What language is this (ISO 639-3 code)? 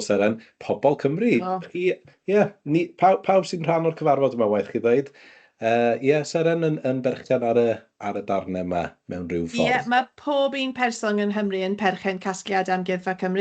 cym